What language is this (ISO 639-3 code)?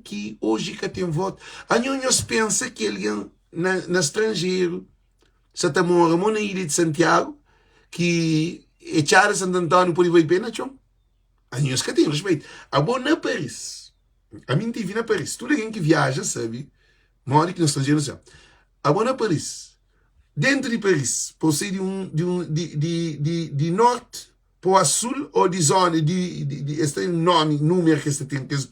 kea